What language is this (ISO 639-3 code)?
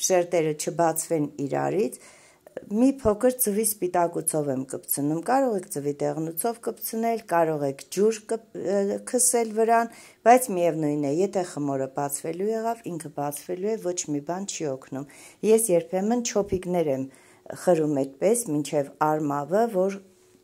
hye